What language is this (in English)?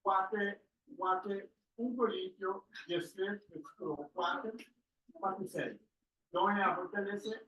Papiamento